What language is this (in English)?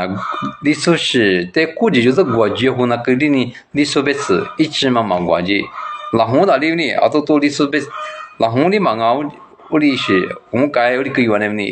Lisu